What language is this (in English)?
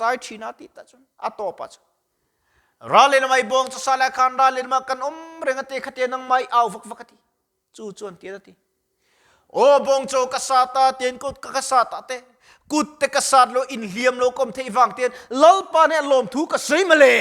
Mizo